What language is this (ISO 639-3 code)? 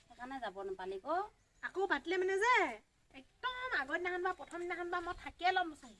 asm